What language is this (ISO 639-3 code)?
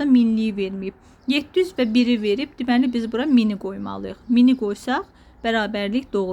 aze